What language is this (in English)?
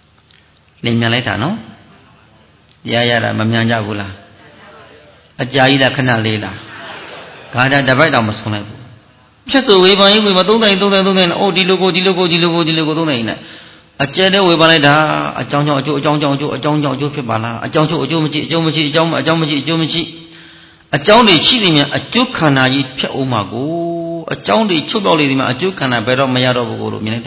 Burmese